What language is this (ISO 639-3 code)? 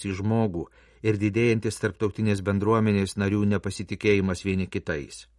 lit